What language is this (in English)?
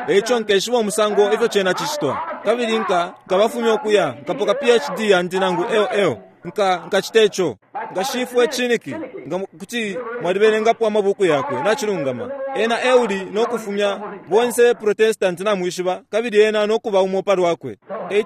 Bemba